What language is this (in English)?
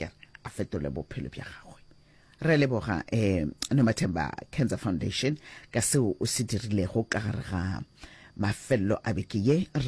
Northern Sotho